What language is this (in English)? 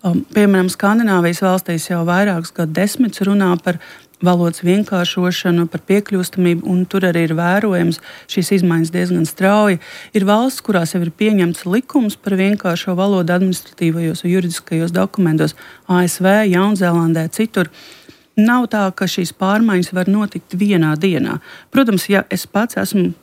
Latvian